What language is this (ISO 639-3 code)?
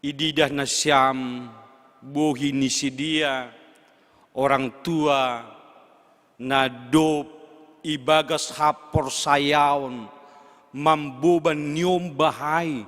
bts